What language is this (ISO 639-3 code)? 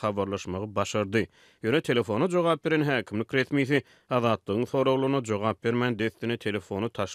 tuk